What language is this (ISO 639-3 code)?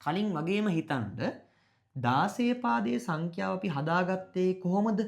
sin